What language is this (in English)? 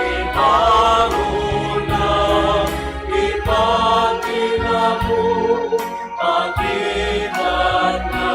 Pampanga